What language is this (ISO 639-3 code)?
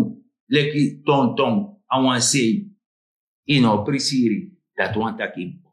srn